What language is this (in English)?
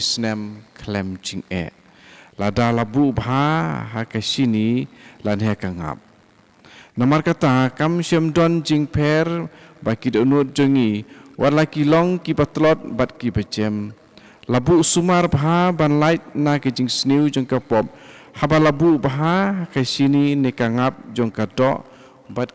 Khasi